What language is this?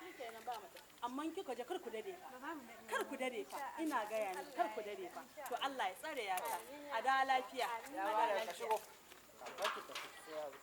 Hausa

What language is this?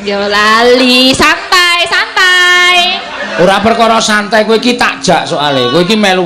Javanese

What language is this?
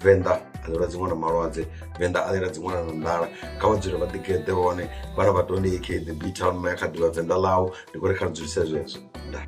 Venda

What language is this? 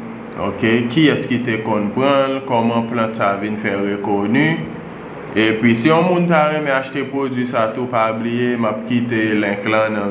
Haitian Creole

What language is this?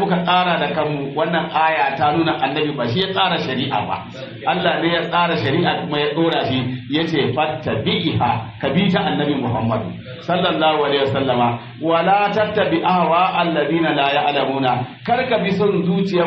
Hausa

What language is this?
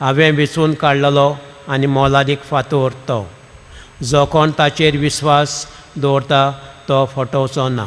Konkani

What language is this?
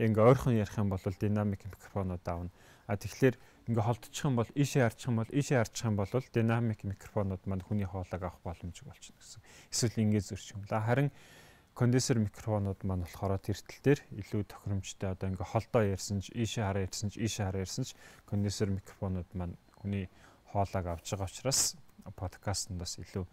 Mongolian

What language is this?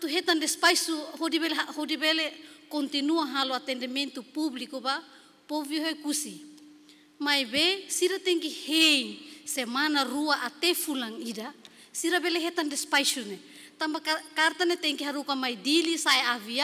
Tetum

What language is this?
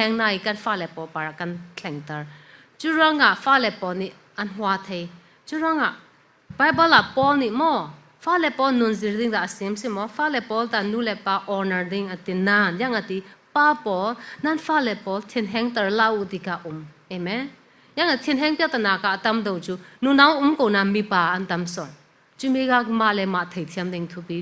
Falam Chin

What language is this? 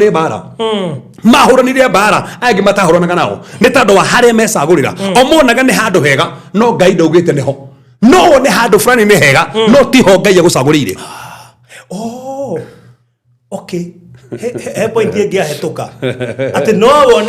Kikuyu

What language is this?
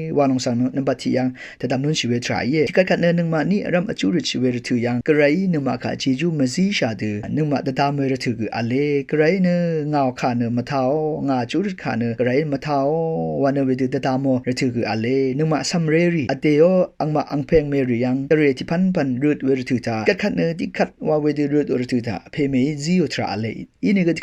Rawang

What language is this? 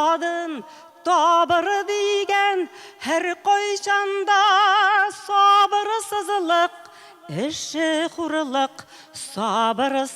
Tatar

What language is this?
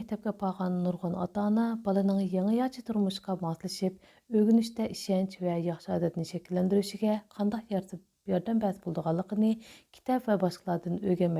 Uyghur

